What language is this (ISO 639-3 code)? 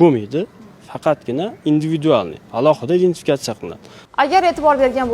uzb